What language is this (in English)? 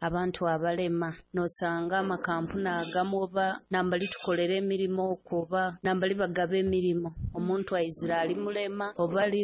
Nyoro